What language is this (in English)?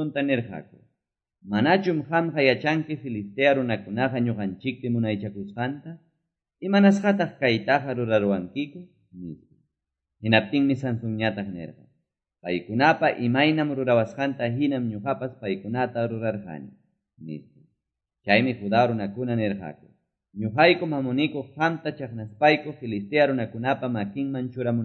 Quechua